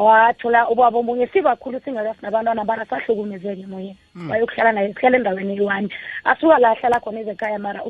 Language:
South Ndebele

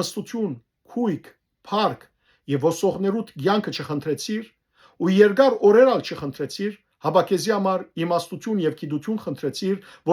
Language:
Western Armenian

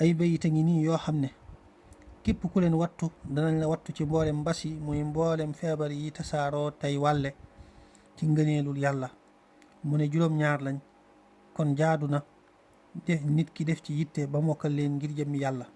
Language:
Wolof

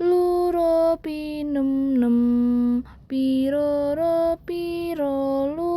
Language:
Javanese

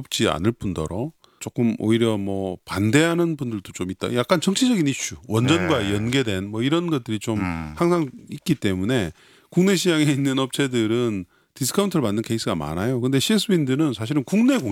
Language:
Korean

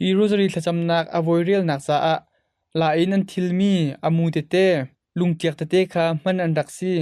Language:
Hakha Chin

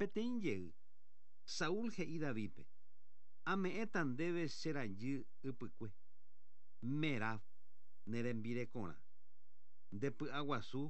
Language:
Guarani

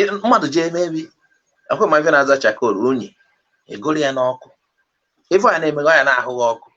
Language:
Igbo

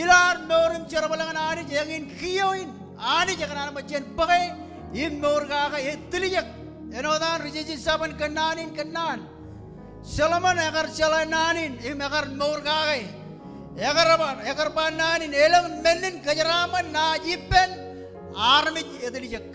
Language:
Marshallese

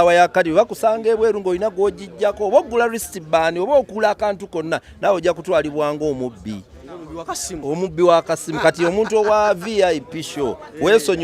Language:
Ganda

